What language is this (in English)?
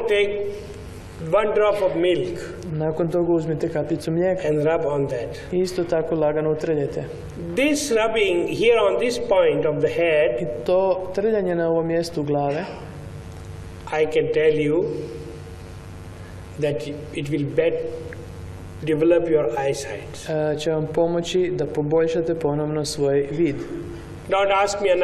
Croatian